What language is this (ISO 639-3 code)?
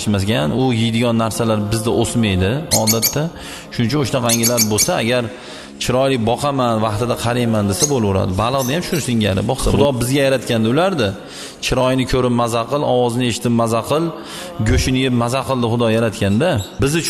uzb